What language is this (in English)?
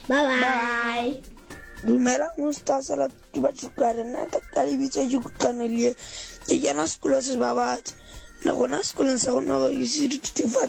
Southern Sotho